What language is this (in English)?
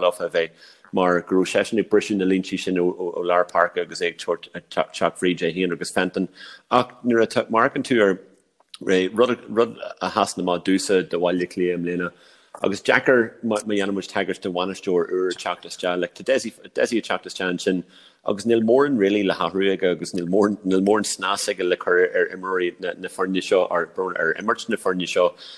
Irish